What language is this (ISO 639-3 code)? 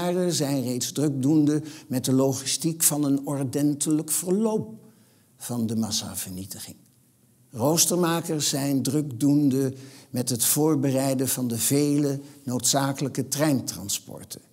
nld